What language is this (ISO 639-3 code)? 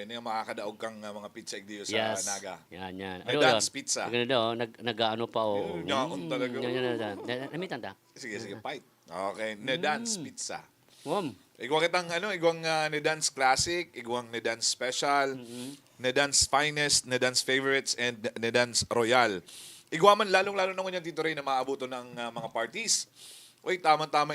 bik